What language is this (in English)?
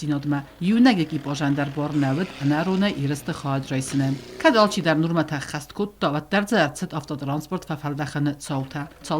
Ossetic